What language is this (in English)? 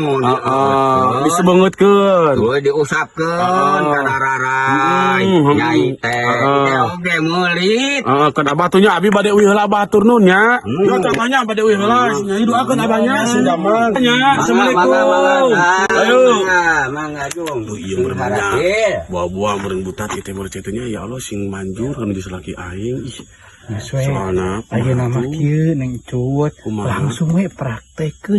Sundanese